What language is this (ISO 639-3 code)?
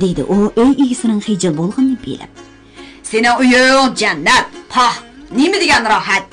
uig